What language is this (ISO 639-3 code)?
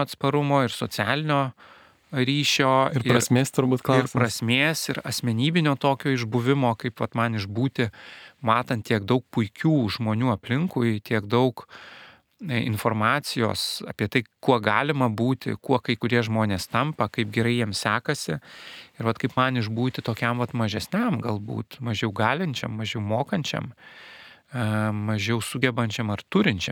lit